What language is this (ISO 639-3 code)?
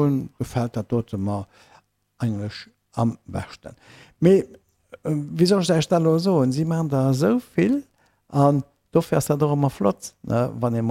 ltz